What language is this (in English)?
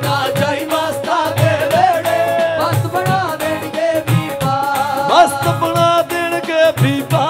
Punjabi